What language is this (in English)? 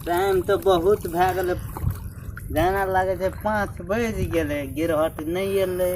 Maithili